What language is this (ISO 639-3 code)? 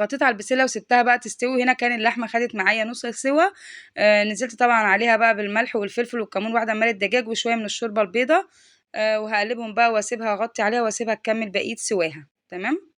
arz